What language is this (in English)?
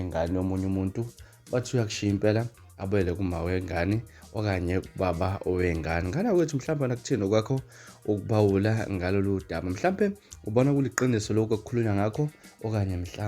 Zulu